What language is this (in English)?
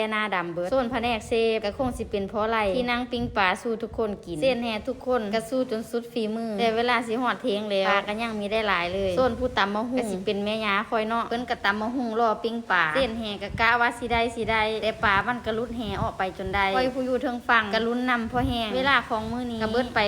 Lao